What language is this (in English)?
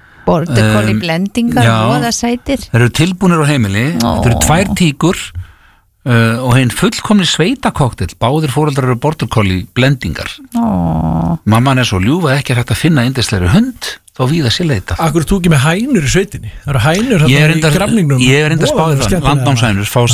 Icelandic